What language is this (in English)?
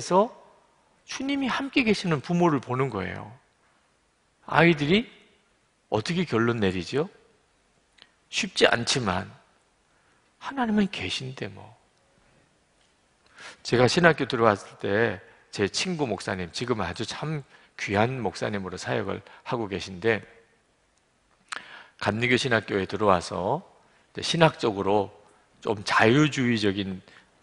Korean